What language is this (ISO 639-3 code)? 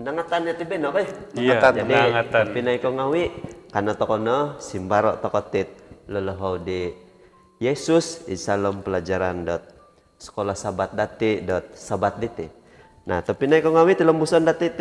dtp